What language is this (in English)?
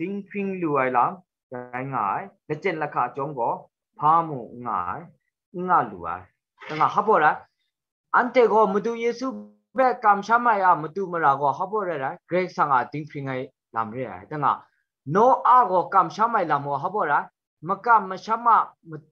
Kachin